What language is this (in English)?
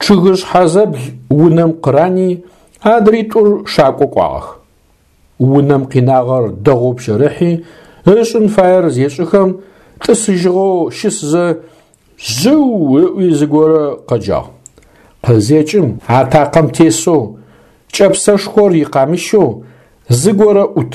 Adyghe